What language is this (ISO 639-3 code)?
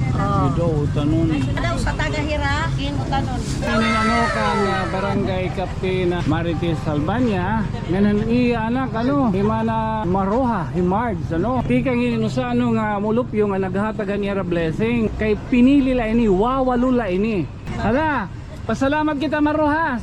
war